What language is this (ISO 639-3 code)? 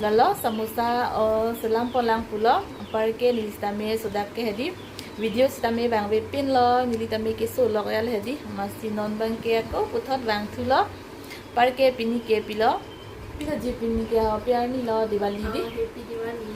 mjw